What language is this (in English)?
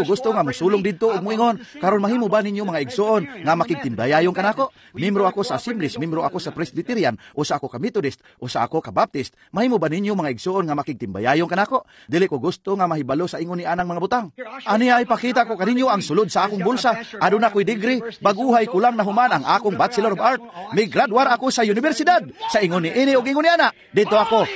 Cebuano